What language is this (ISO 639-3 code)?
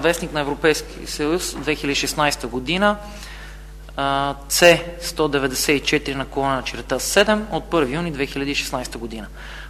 bul